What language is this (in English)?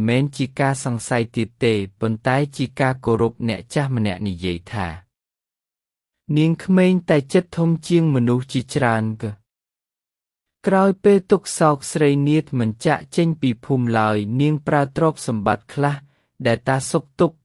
Khmer